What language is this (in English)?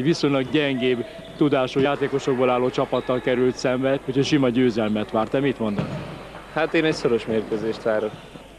Hungarian